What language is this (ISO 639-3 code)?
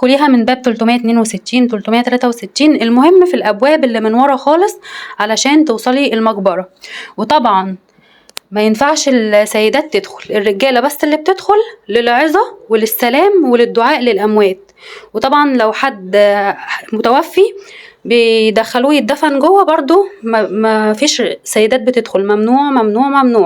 arz